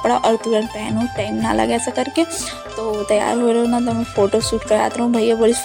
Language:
Chhattisgarhi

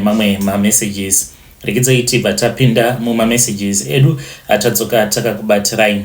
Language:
Shona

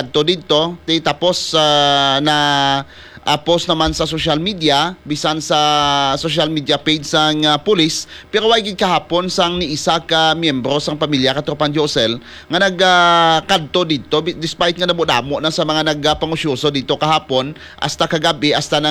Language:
Hiligaynon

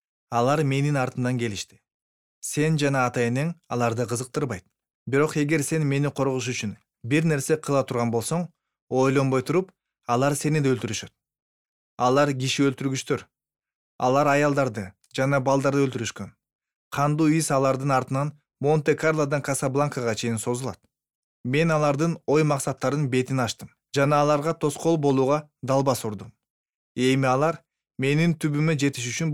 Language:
Kyrgyz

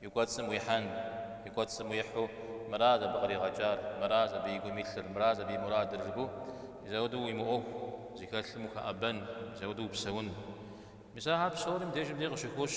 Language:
Kabardian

